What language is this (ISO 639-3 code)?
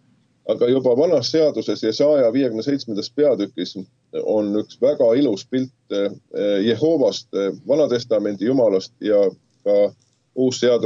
est